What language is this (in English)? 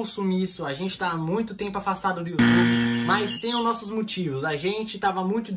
Portuguese